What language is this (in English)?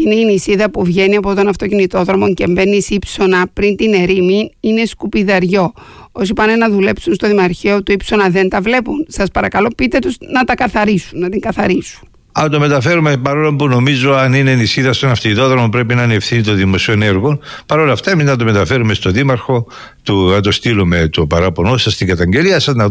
Greek